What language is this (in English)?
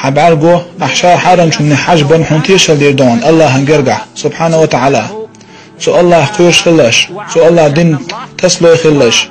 Chechen